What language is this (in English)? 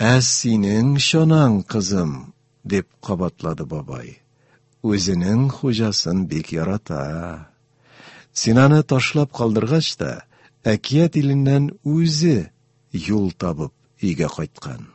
Tatar